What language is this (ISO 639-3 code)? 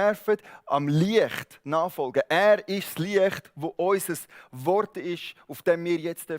gsw